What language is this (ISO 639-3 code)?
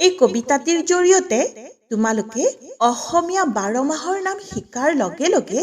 asm